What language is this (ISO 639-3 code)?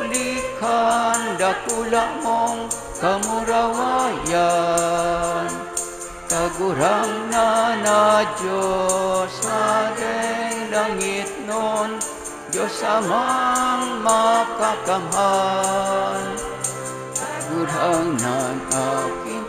bik